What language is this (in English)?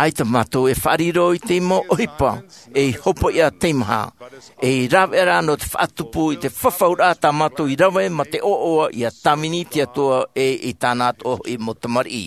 Tahitian